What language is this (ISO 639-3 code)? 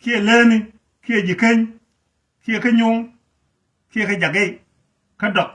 nus